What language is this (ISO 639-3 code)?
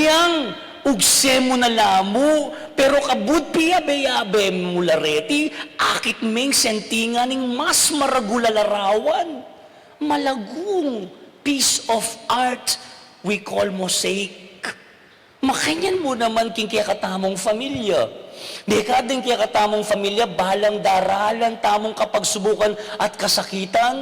pam